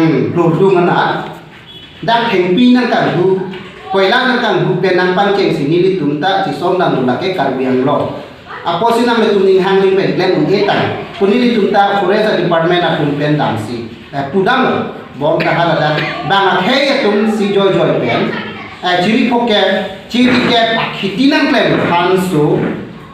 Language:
Karbi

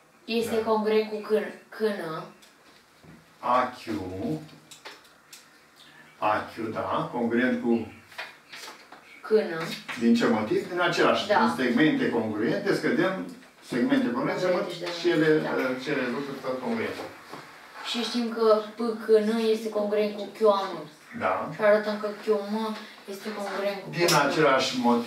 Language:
Romanian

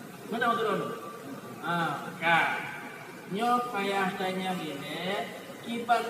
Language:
Achinese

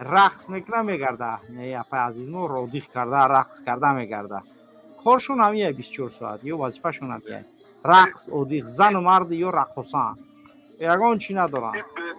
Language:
Tajik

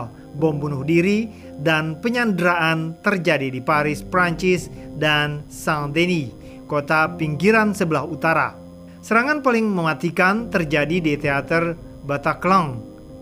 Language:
Indonesian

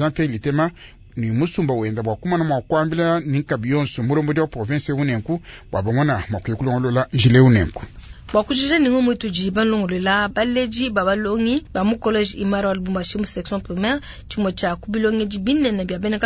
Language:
Luba-Lulua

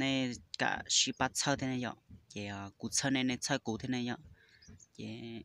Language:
Hmong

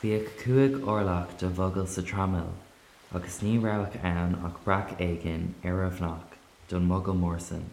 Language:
Irish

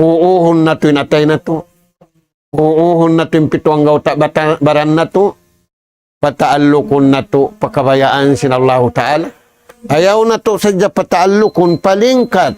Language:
Tausug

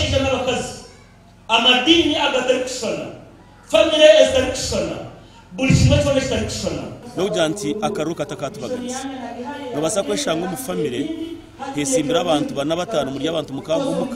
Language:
Nyankole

